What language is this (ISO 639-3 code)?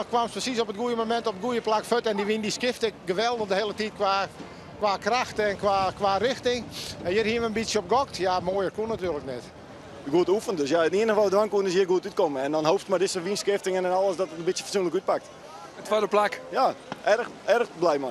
fry